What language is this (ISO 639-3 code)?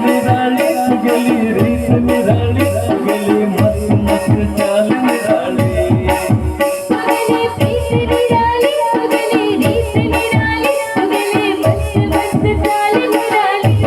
kok